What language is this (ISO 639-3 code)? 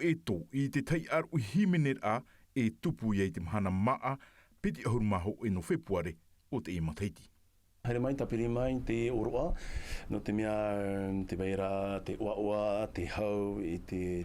tah